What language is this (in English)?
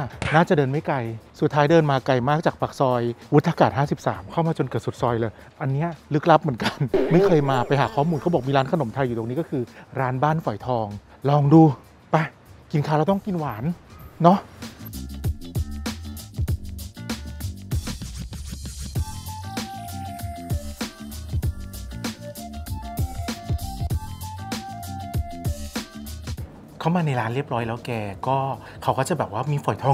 Thai